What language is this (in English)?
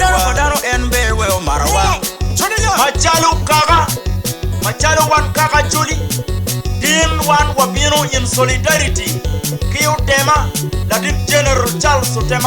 Acoli